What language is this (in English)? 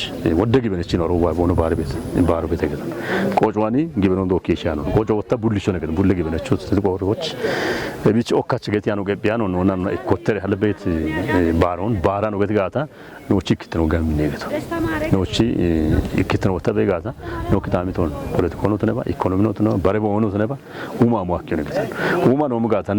Kafa